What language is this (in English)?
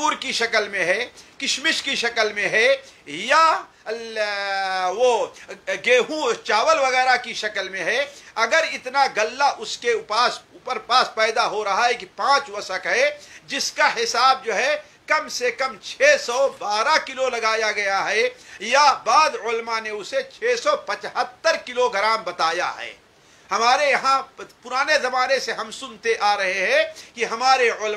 Urdu